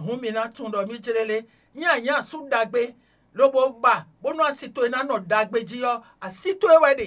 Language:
Fon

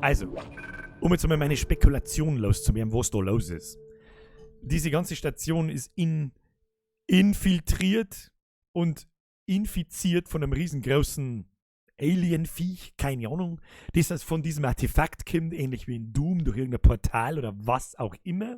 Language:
Bavarian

